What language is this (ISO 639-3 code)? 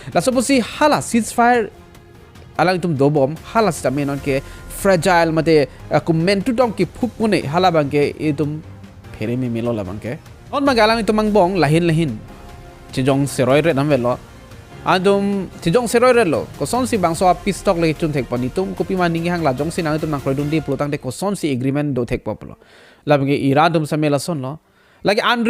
mjw